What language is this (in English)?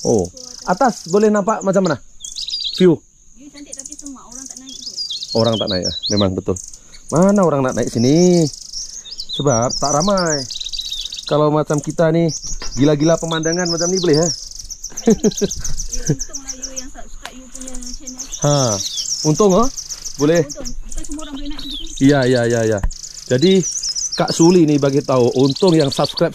Malay